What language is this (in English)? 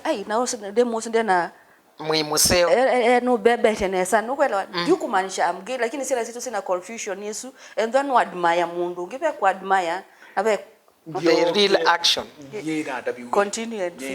Kamba